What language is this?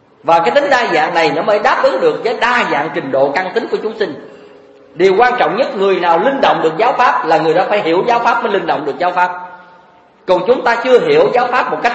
Vietnamese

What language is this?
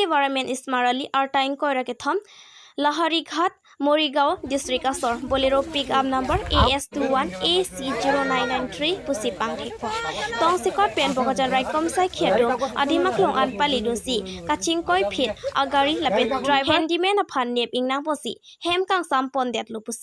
Karbi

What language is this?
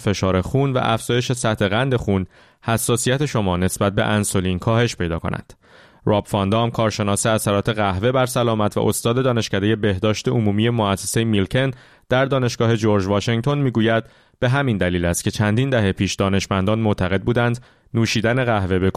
Persian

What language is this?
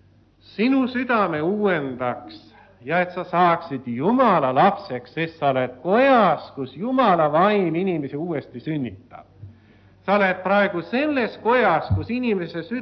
Estonian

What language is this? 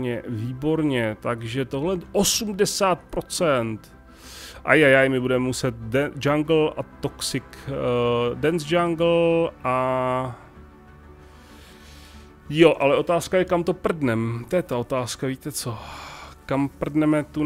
Czech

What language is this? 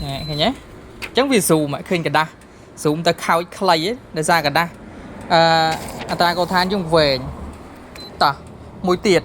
Khmer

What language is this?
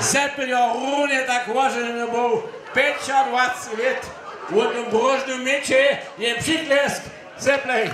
Upper Sorbian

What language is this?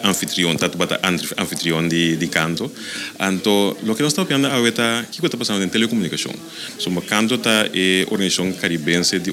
Papiamento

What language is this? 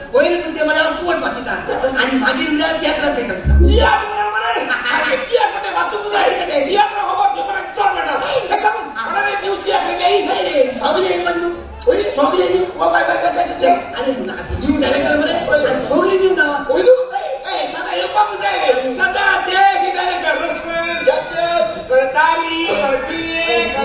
Konkani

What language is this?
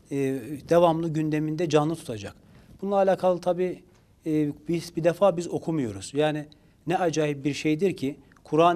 Turkish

